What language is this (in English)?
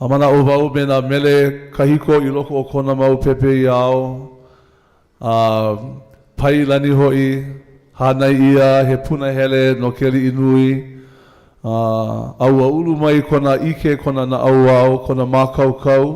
Hawaiian